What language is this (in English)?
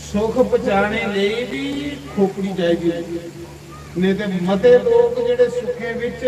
Dogri